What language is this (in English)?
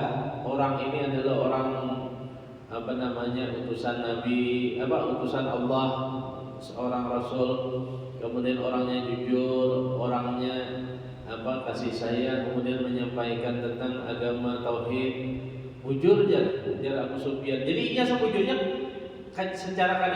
Banjar